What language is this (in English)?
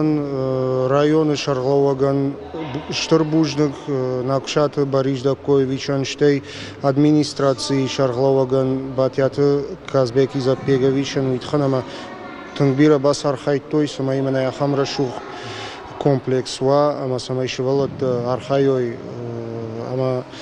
Ossetic